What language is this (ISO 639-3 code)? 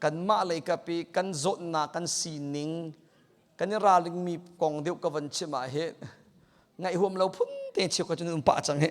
cnh